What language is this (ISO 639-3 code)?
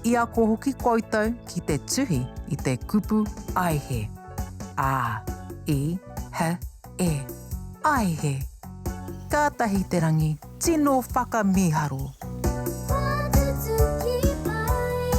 mri